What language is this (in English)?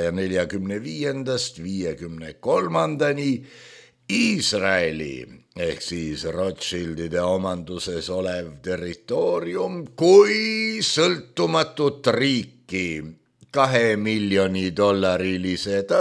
Estonian